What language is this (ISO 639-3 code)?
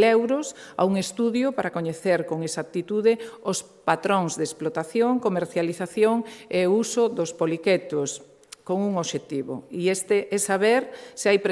glg